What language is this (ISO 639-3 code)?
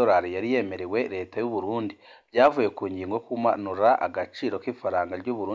run